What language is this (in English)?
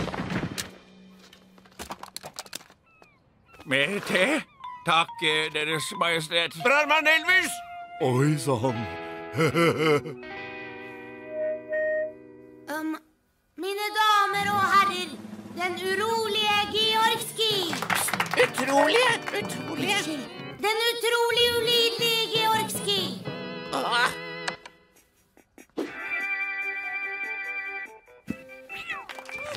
Norwegian